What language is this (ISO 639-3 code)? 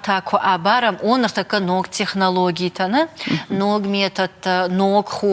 oss